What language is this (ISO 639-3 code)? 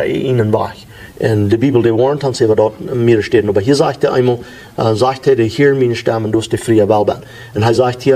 pdt